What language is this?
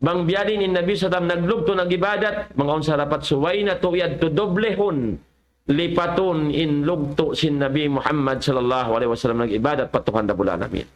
Tausug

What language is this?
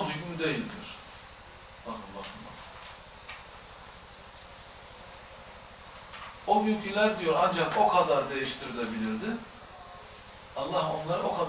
Turkish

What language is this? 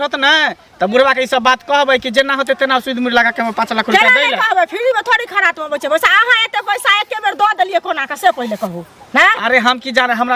Maithili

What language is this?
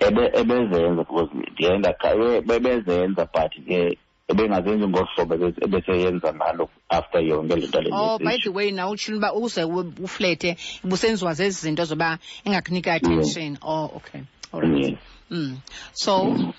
Xhosa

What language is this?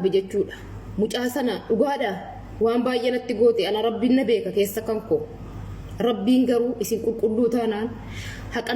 Oromo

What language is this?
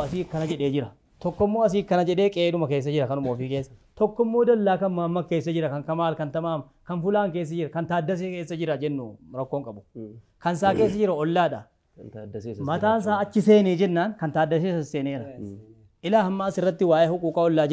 Oromo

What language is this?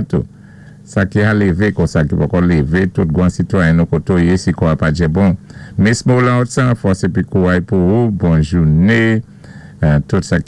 Saint Lucian Creole French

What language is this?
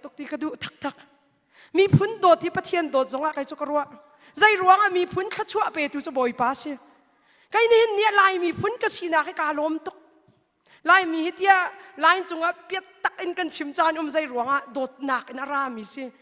Hakha Chin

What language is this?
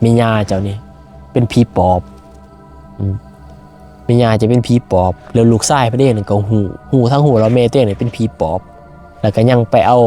Lao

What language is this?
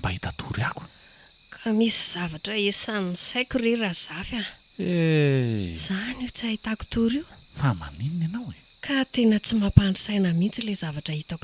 Malagasy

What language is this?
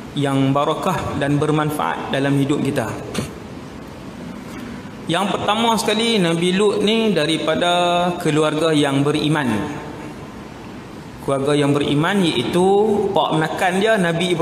Malay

